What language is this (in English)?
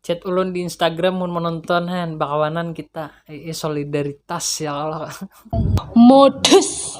Banjar